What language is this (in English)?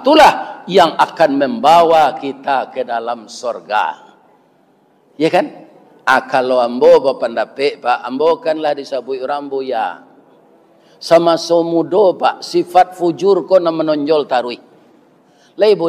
Minangkabau